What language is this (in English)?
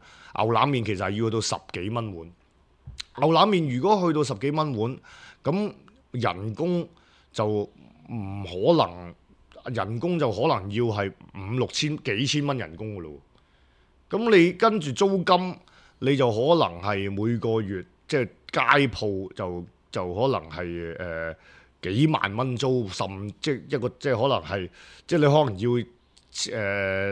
Cantonese